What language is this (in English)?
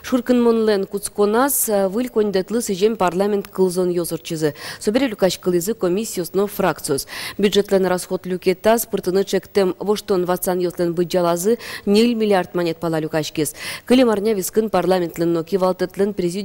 Udmurt